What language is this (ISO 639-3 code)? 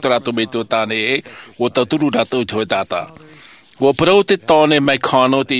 tah